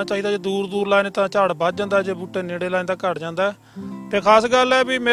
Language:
Punjabi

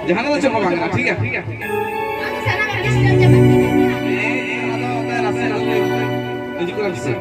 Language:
Santali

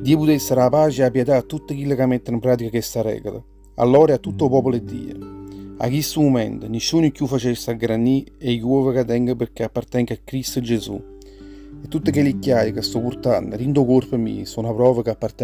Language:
Neapolitan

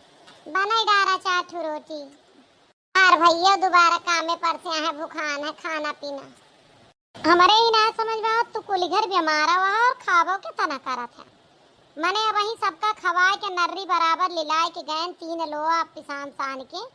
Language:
Awadhi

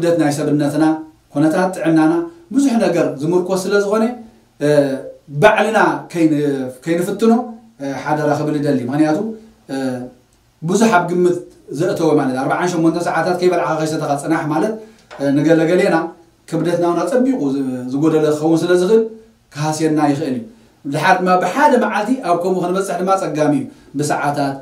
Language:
Tigrinya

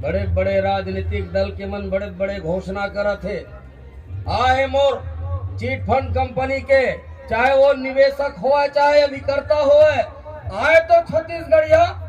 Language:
Chhattisgarhi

